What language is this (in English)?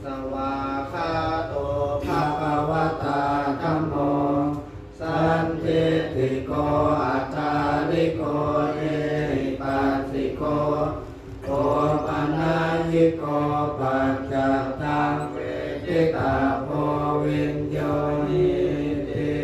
Pali